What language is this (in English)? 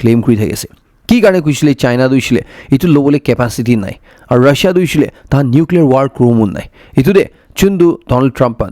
Naga Pidgin